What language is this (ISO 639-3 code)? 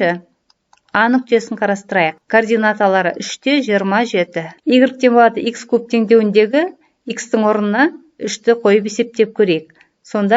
kaz